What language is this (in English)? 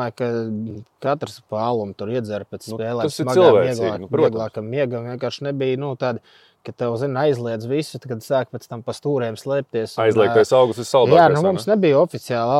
Latvian